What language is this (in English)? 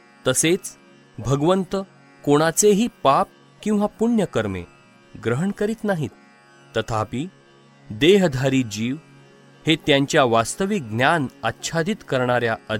Marathi